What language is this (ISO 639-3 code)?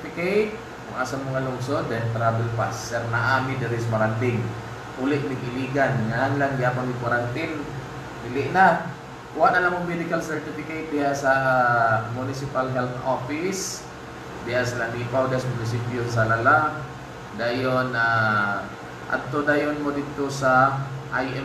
ceb